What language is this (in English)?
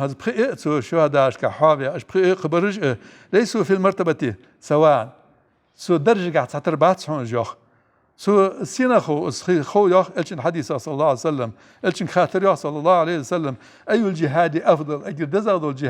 Ingush